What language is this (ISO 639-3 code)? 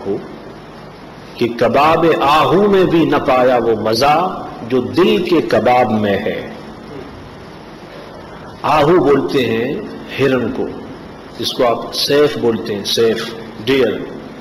urd